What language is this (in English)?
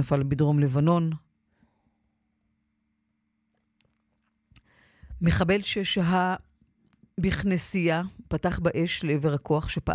Hebrew